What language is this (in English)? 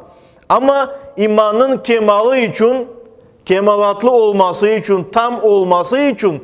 Crimean Tatar